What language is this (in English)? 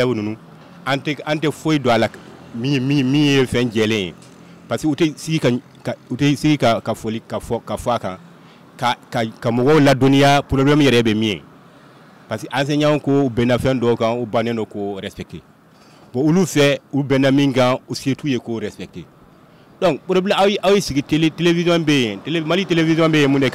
Bambara